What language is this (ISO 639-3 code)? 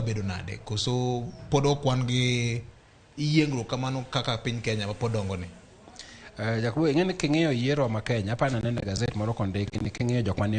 luo